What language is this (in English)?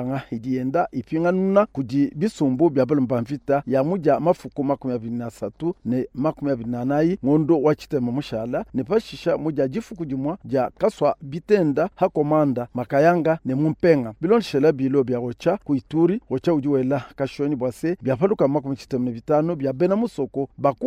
Luba-Lulua